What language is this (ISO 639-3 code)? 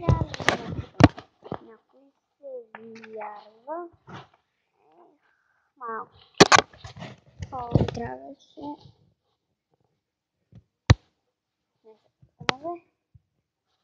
bul